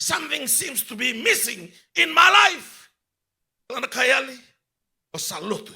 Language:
Fijian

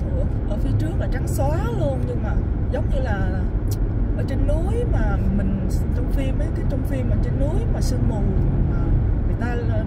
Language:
Vietnamese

